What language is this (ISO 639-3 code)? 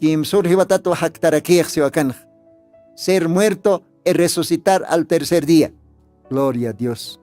aym